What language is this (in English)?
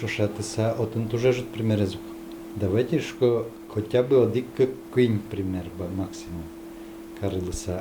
Udmurt